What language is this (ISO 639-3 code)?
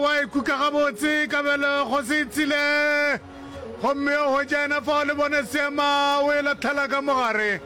nso